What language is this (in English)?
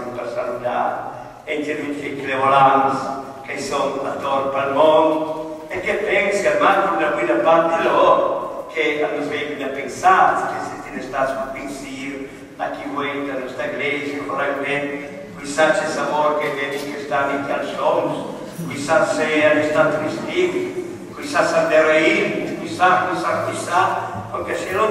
Italian